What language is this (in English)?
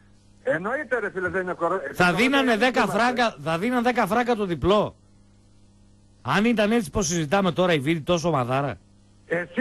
Greek